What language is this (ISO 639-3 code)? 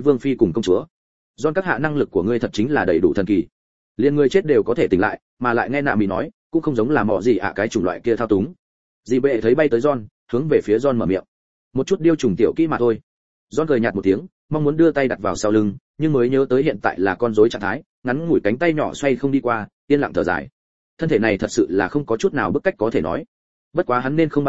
vie